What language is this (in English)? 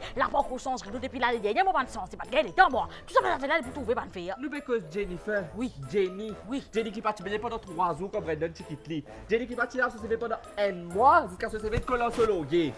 Morisyen